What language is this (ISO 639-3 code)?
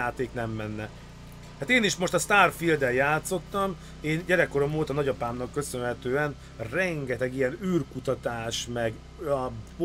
hun